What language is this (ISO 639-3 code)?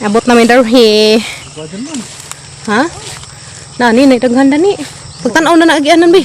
ceb